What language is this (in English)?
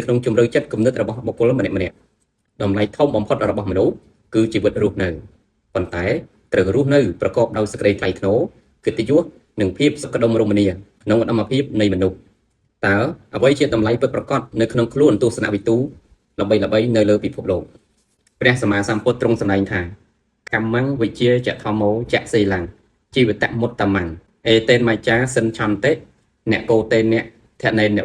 Khmer